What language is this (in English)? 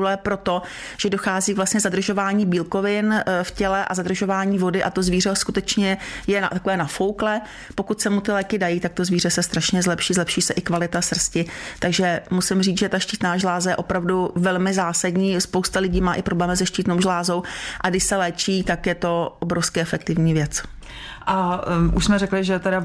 Czech